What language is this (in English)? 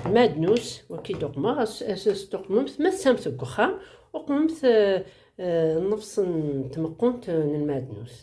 Kabyle